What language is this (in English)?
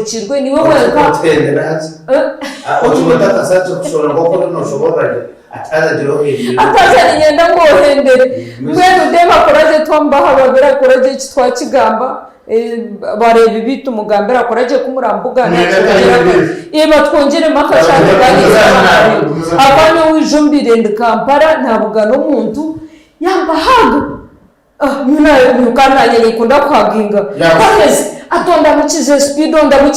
Nyankole